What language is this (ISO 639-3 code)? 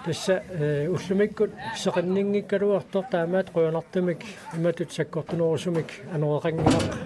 kal